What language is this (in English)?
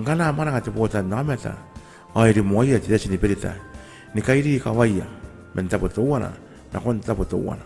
Gilbertese